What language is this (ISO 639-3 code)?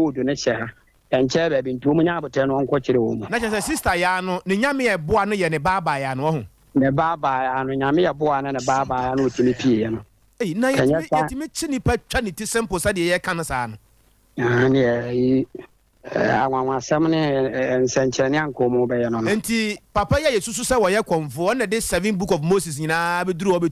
aka